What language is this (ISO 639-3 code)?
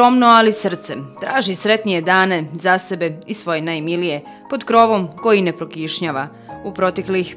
bos